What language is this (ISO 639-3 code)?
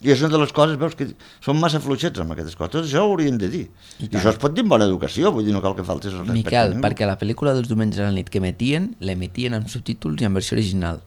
cat